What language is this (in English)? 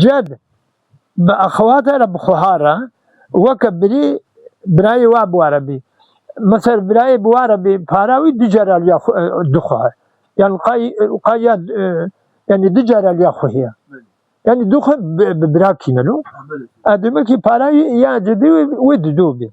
Kurdish